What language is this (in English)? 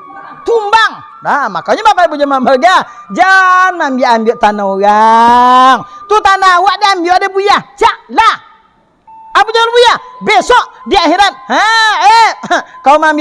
Minangkabau